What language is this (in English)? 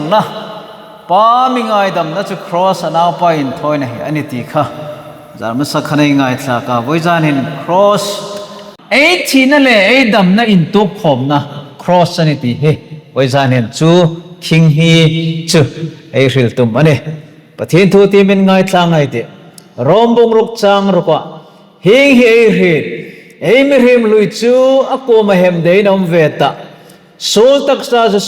Hmar